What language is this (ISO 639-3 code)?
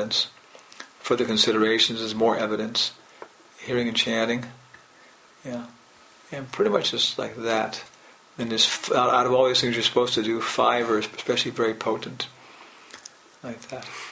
eng